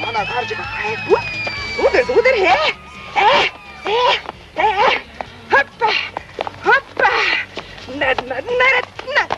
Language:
Chuvash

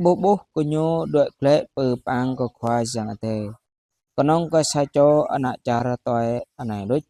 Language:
Jarai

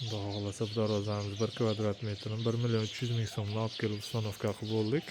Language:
Uzbek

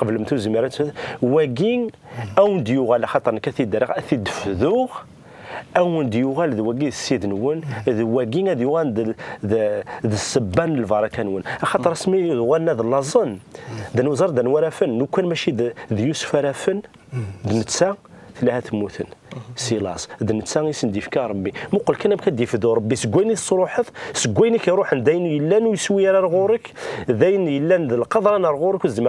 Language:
Kabyle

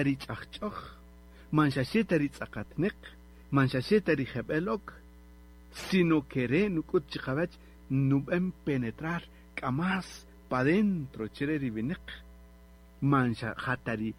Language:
Kaqchikel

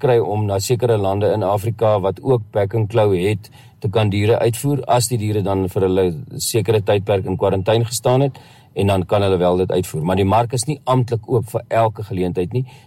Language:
Afrikaans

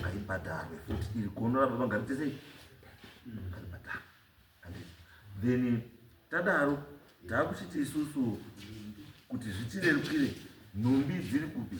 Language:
Shona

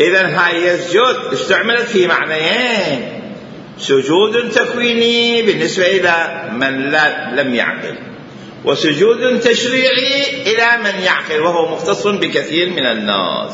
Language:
Mesopotamian Arabic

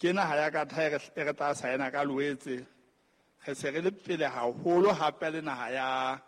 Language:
Southern Sotho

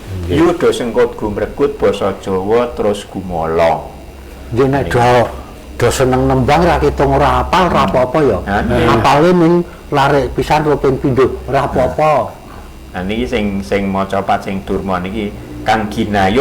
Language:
Javanese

